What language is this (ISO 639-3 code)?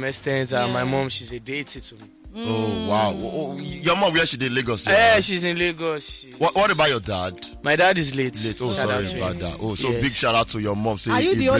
pcm